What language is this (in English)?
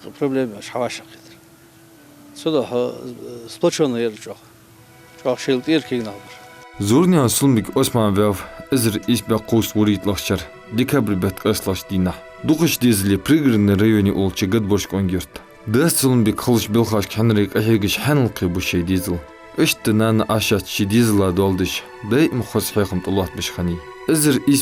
Ingush